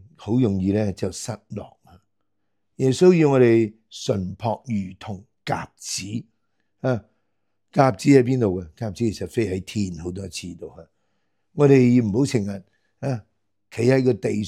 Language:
Cantonese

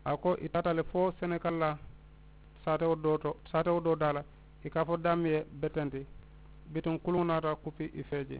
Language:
Mandingo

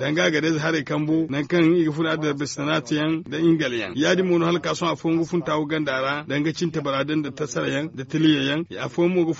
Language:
Zarma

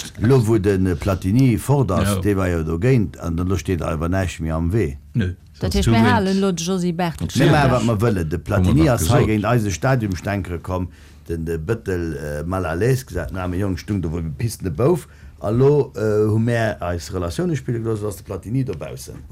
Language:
Luxembourgish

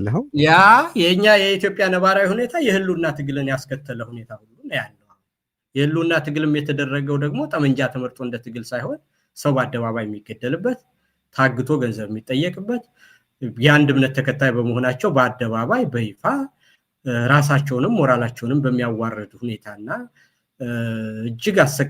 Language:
Amharic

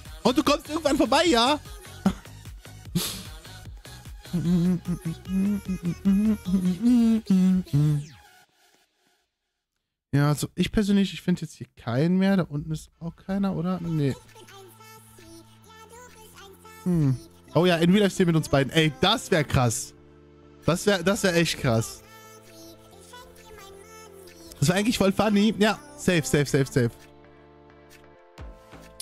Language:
German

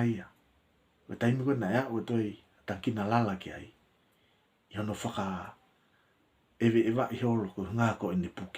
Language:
Tongan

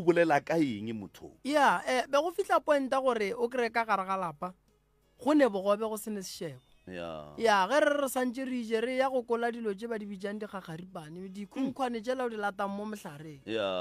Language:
Northern Sotho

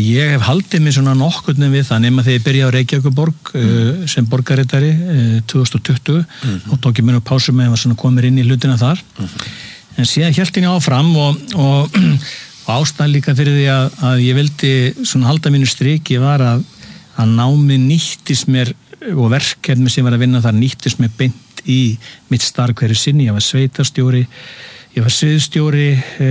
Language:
Icelandic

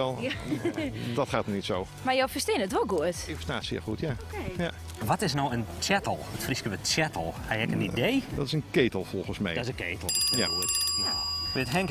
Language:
Western Frisian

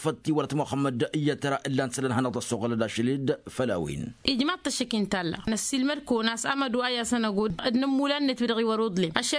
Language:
Tamasheq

